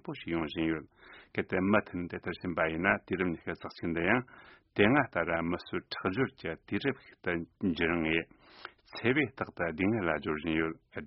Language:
Tibetan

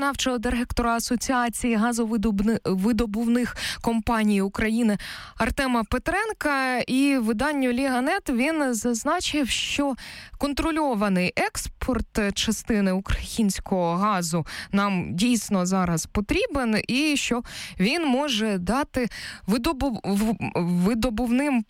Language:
Ukrainian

